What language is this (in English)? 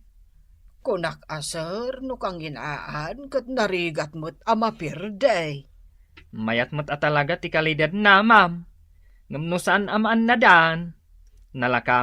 Iloko